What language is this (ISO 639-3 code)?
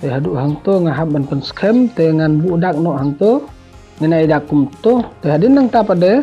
kha